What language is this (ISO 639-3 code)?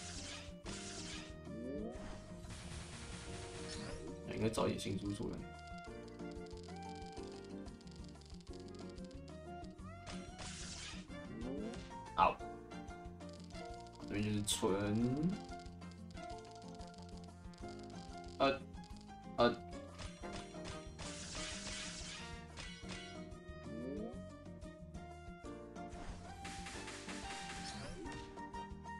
zho